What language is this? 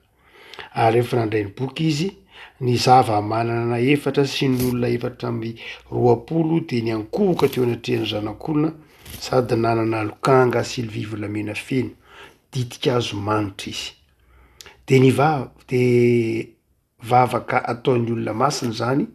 Malagasy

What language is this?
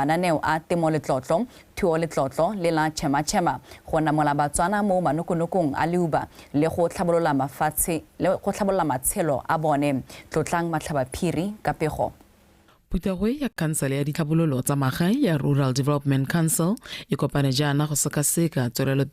Tswana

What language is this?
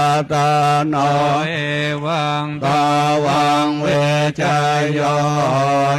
Pali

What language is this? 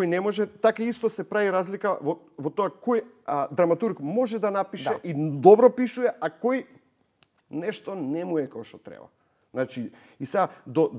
Macedonian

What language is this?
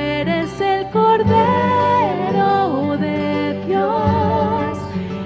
Aymara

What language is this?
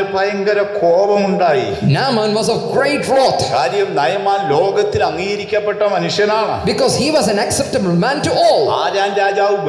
Malayalam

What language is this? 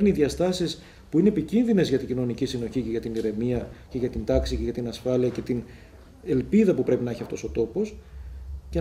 Greek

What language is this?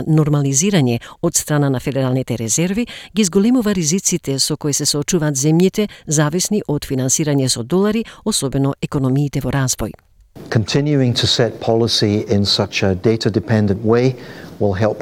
Macedonian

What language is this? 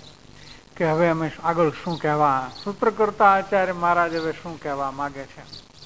Gujarati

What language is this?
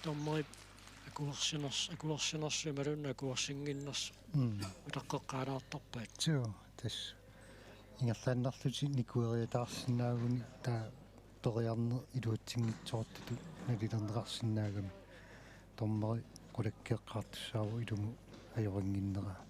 Kalaallisut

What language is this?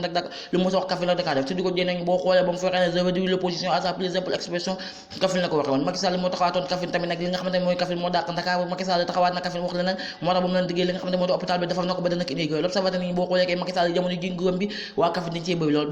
Wolof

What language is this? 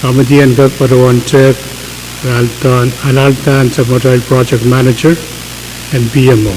Pohnpeian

